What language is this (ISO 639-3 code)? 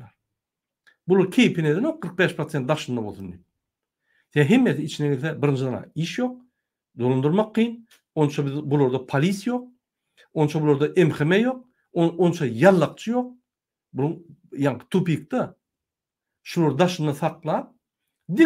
tuk